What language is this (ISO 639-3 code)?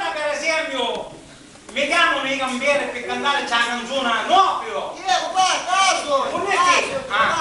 scn